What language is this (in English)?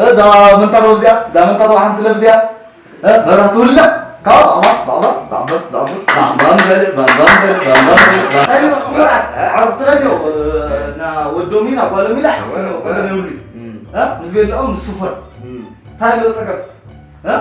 Tigrinya